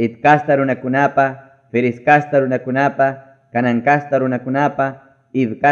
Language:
Ayacucho Quechua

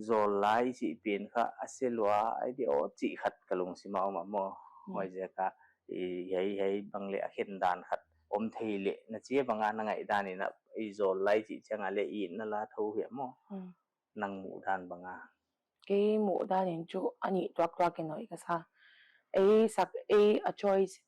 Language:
Paite Chin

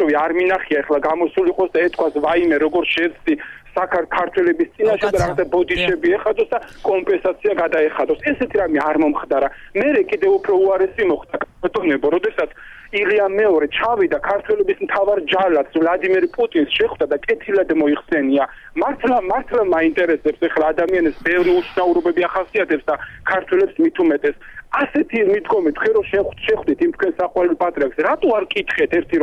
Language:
Georgian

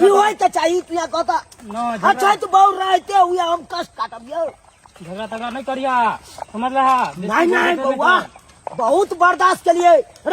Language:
Maithili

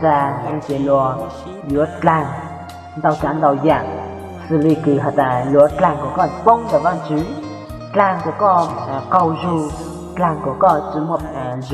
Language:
Hmong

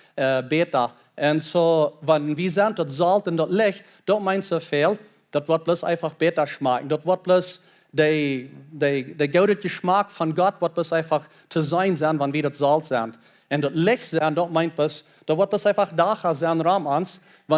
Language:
Plautdietsch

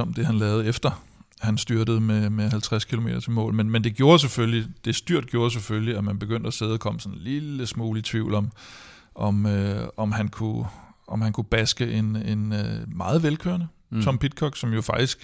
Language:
Danish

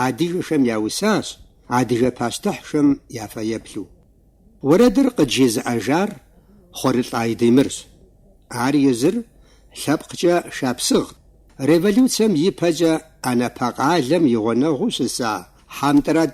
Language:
Kabardian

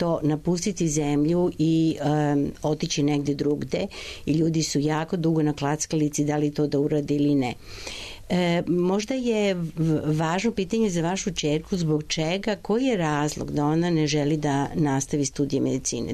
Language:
Serbian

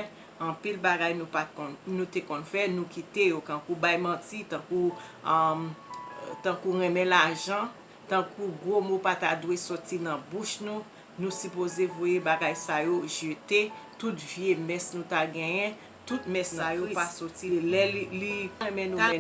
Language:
Haitian Creole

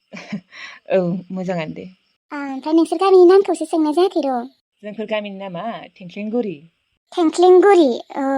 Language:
Bodo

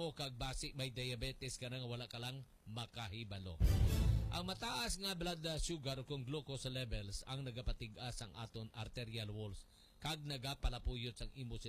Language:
Hiligaynon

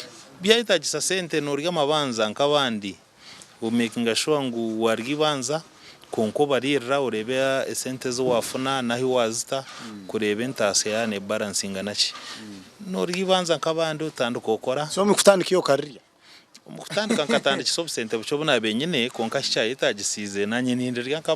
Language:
Nyankole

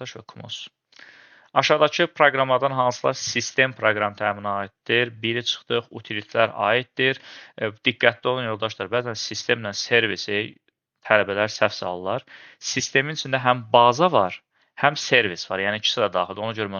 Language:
Azerbaijani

